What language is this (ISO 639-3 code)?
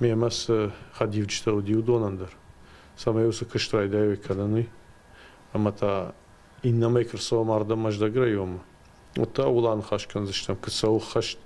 oss